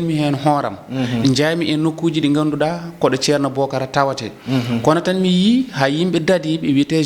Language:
Fula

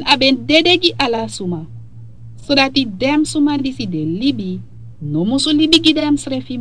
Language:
Sranan Tongo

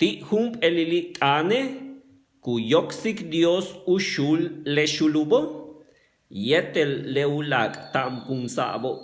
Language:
Yucateco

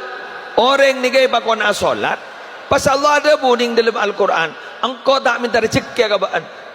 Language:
Madurese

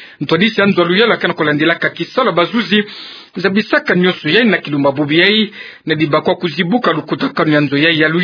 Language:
Kituba (Democratic Republic of Congo)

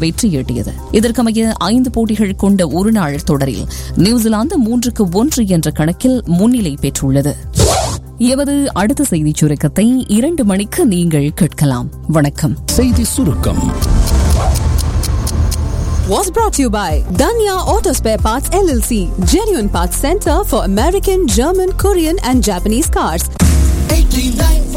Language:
Tamil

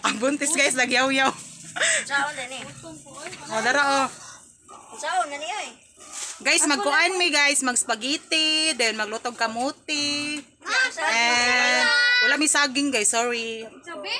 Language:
Cebuano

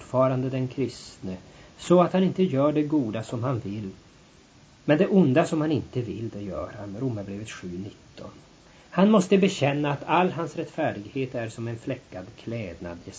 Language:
Swedish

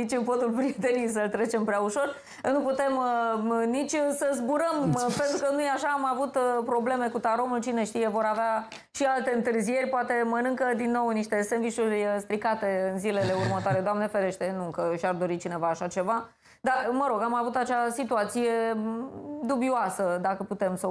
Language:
Romanian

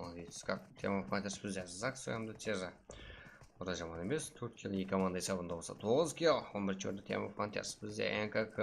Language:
Kara-Kalpak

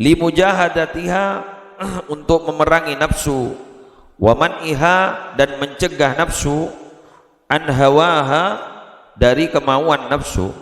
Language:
Madurese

